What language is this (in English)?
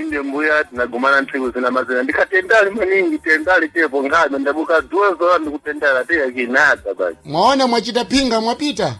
Sena